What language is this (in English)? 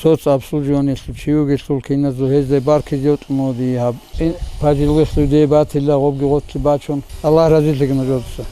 Avaric